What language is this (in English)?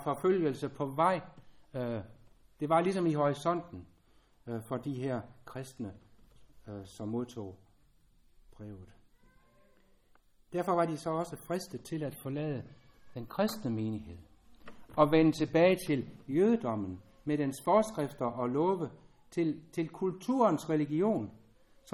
Danish